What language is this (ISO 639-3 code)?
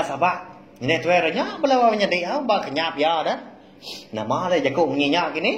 iba